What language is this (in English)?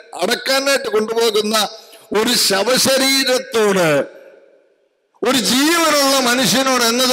Malayalam